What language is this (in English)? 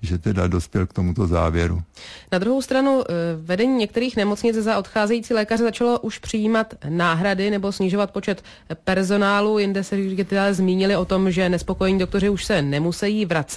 Czech